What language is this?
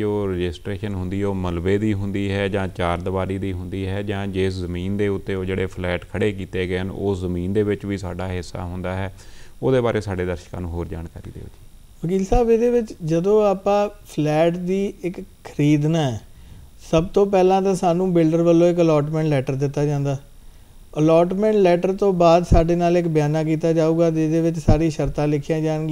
Punjabi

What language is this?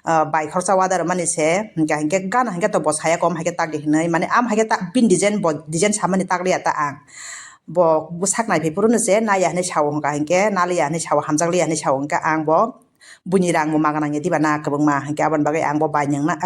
Kok Borok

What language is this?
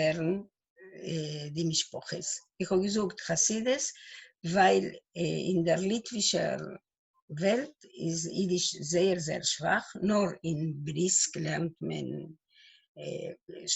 Yiddish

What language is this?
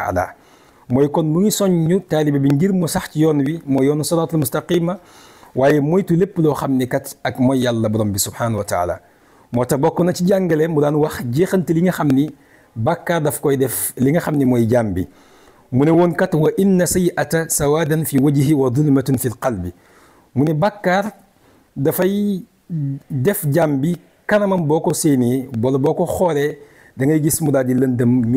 Wolof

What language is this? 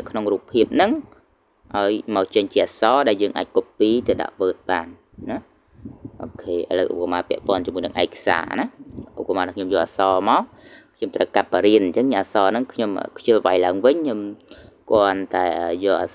Khmer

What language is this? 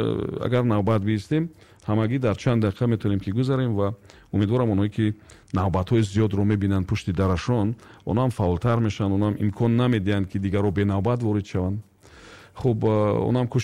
Tajik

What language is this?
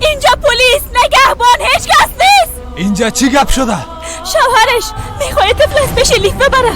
Persian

